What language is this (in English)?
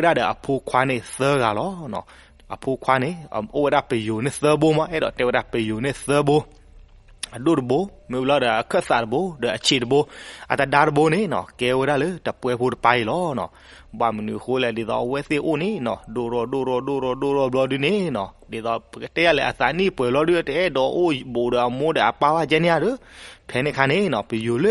S'gaw Karen